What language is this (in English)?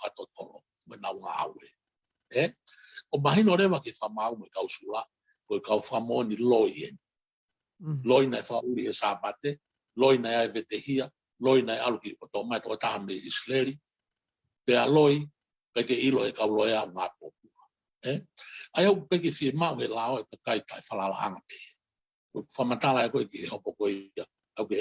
Tongan